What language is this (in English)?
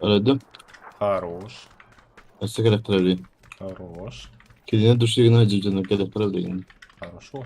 Yakut